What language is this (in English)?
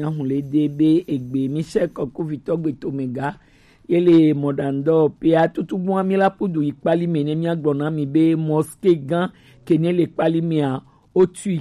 Gen